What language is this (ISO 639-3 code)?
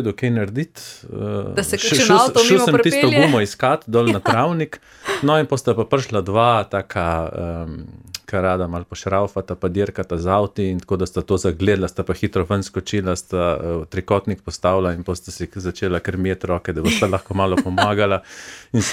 slv